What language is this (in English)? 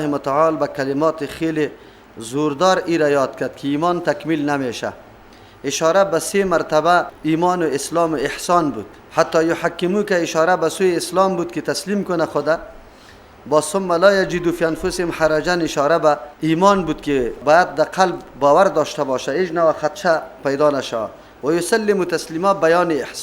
Persian